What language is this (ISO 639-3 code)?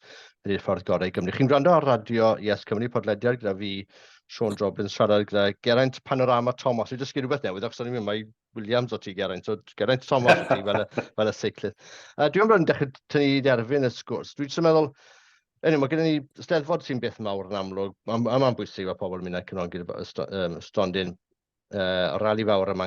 cym